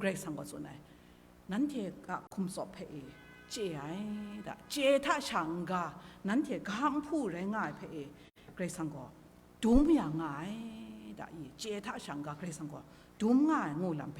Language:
Kachin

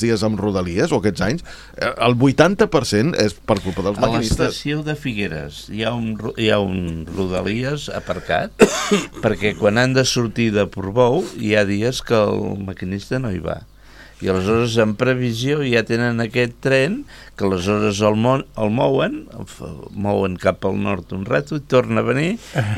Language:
Catalan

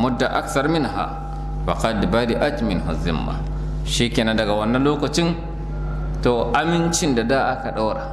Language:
Hausa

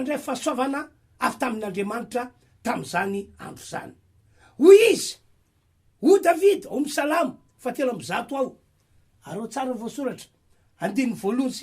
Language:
Malagasy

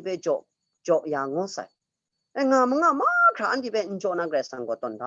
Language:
Kachin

